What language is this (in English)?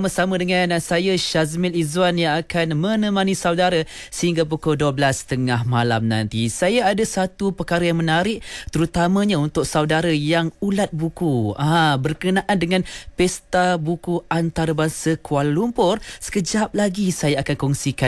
Malay